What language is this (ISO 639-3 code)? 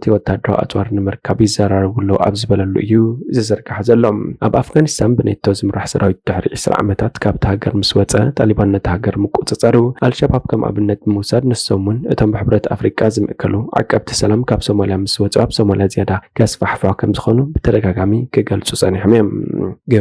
tir